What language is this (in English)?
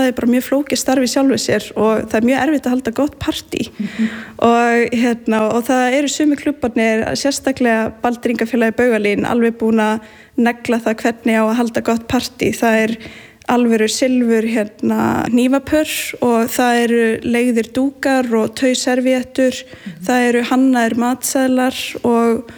Icelandic